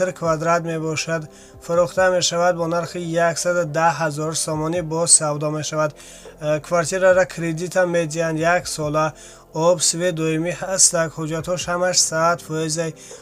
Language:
Tajik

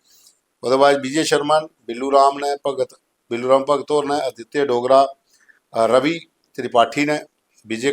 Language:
Dogri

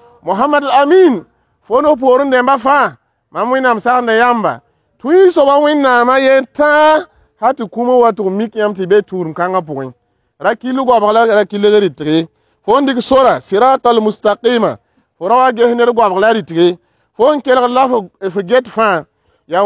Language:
Mossi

